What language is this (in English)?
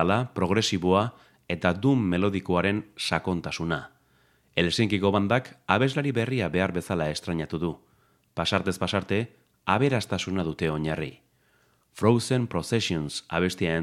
Basque